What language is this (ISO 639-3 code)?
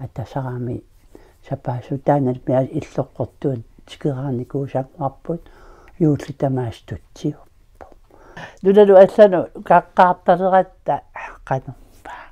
kal